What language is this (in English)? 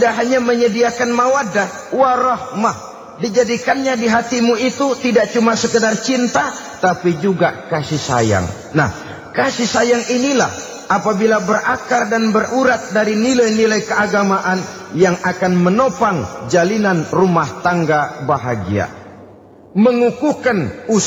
Indonesian